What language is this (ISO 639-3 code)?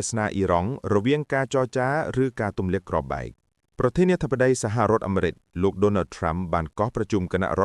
khm